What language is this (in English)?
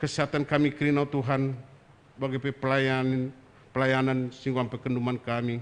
Batak Karo